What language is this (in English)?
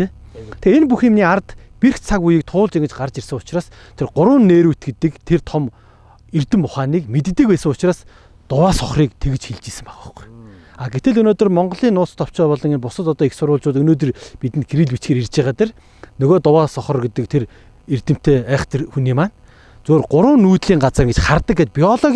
Mongolian